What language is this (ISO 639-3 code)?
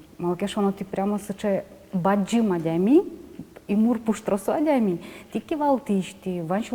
udm